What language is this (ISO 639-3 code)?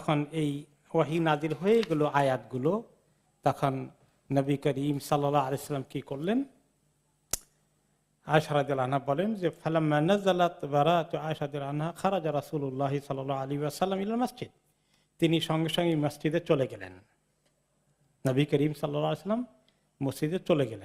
ben